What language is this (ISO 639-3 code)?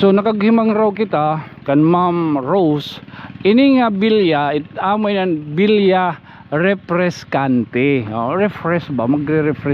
war